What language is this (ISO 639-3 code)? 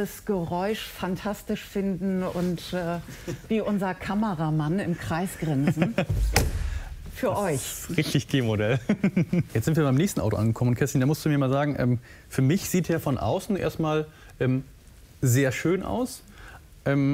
deu